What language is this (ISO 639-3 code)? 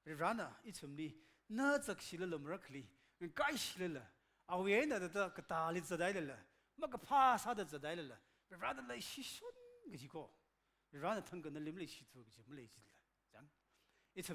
nmf